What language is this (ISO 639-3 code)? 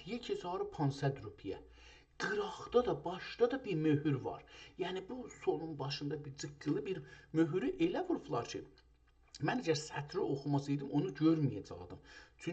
azb